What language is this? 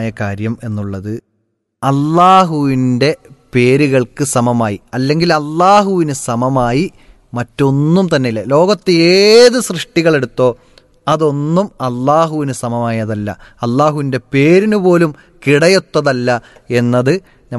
Malayalam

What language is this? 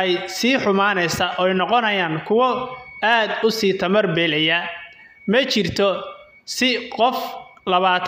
Somali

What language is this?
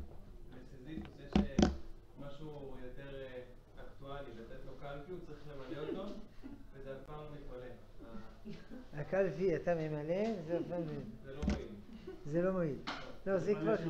Hebrew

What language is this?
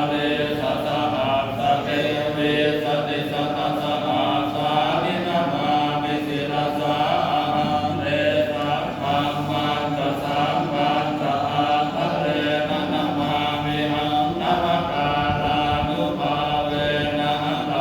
Pali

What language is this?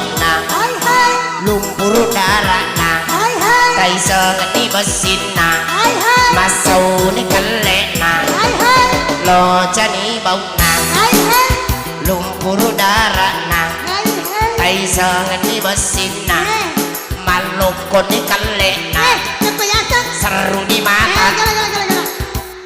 Buginese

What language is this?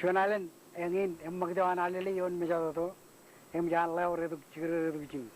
Marshallese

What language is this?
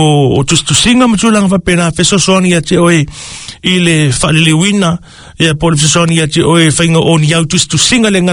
Samoan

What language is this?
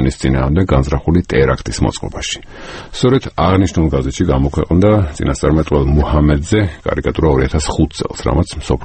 Georgian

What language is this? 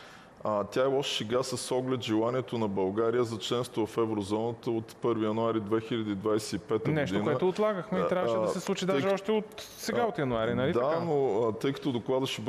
Bulgarian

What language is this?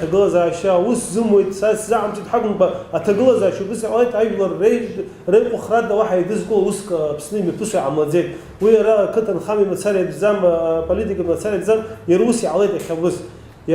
Abkhazian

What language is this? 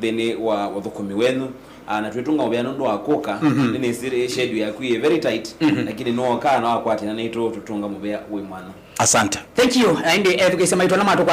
Kamba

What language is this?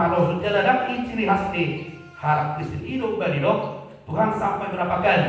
Batak Toba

